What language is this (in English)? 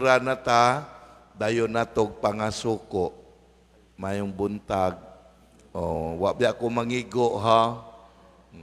Cebuano